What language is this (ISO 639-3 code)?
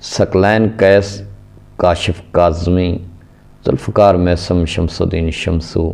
skr